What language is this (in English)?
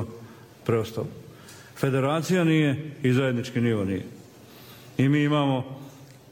Bosnian